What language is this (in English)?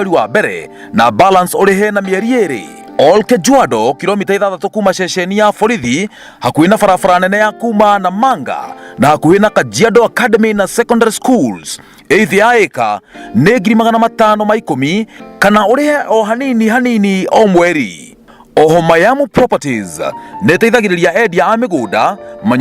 Kikuyu